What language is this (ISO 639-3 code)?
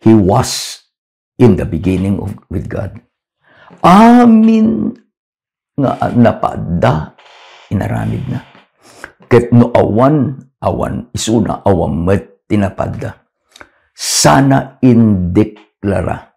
ilo